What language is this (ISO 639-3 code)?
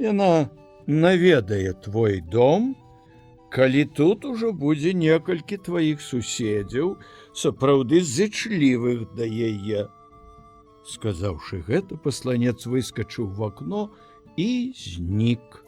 bel